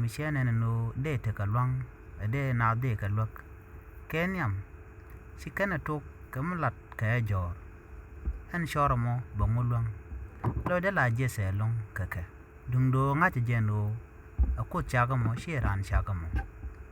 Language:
Nuer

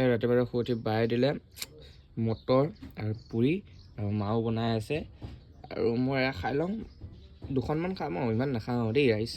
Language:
Assamese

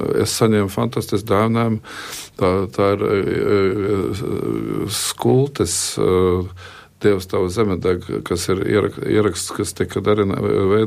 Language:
Latvian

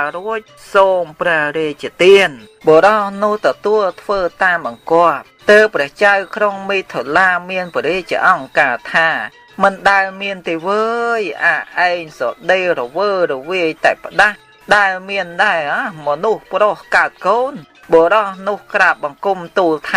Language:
Khmer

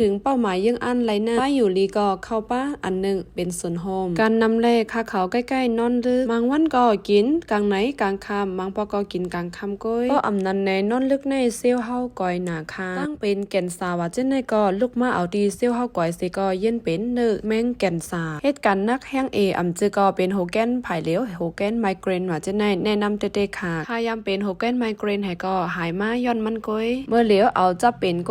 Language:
Shan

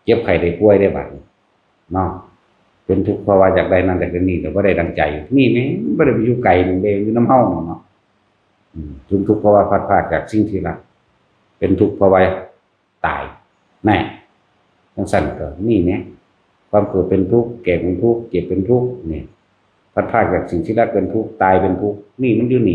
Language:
Northeastern Thai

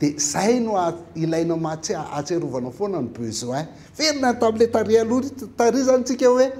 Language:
Malagasy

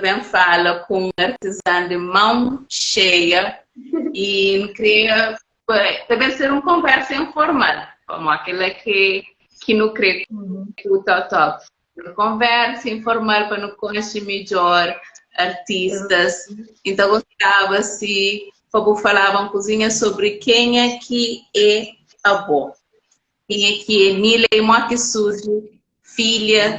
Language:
Kabuverdianu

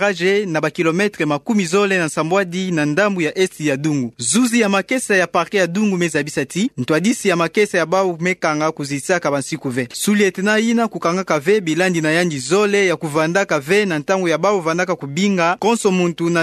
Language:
Kituba (Democratic Republic of Congo)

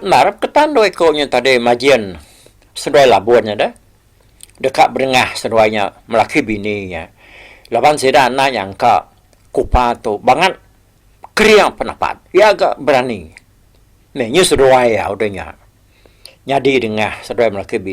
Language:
Iban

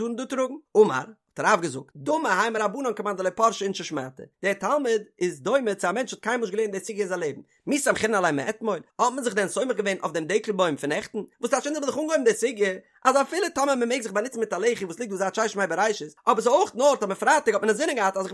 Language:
Yiddish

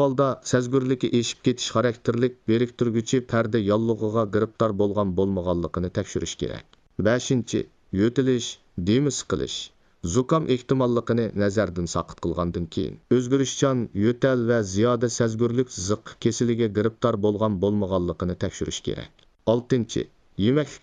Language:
Uyghur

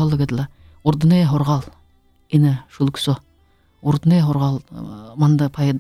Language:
Buriat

